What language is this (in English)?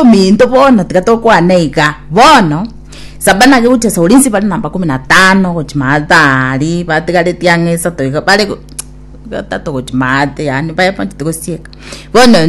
Gusii